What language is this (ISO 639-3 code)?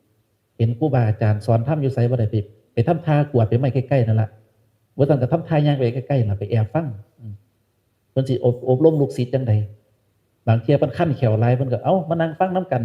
tts